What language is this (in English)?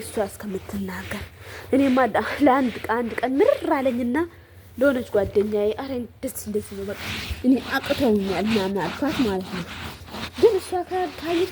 Amharic